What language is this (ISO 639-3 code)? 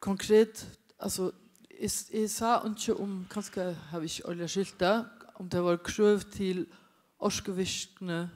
fao